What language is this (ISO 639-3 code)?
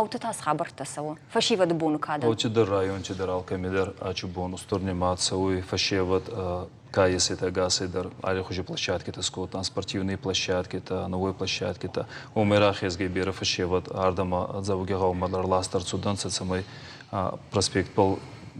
oss